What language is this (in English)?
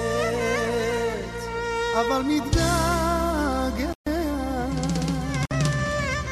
Hebrew